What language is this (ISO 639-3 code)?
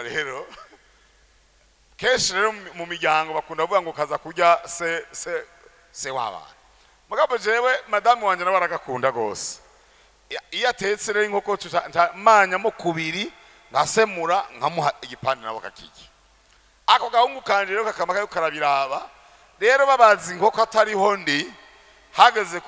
run